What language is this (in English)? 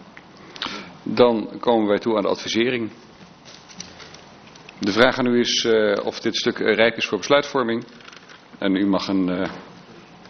Dutch